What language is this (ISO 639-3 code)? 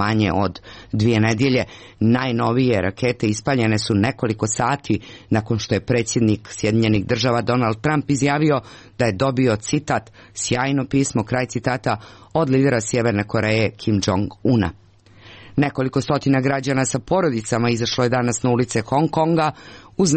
hrv